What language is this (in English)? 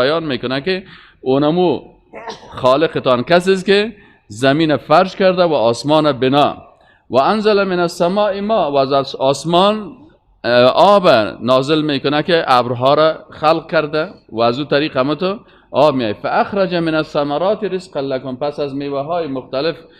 Persian